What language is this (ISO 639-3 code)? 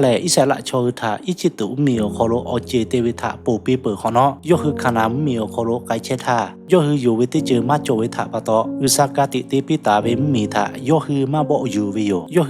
lhu